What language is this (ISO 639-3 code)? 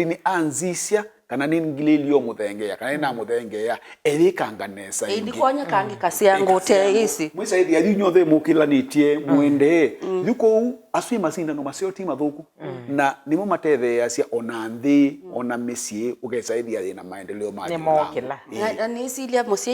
kam